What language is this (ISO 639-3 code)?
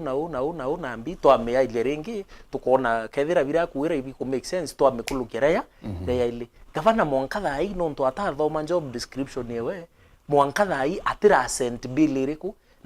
mer